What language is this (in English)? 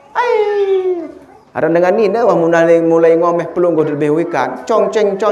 Sasak